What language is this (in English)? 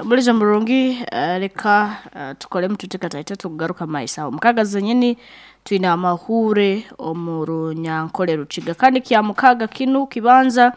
Nyankole